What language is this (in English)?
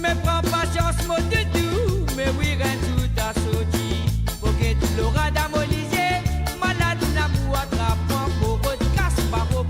Morisyen